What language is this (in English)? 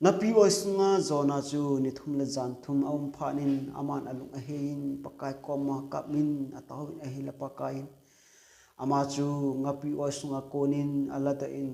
Thado Chin